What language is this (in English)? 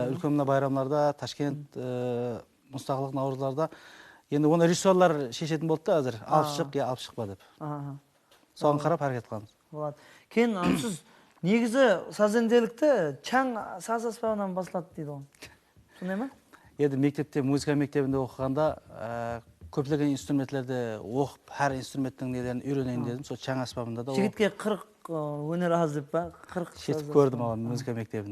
Kara-Kalpak